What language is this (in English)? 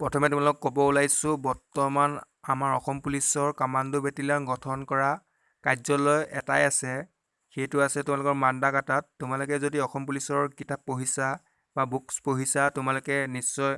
Assamese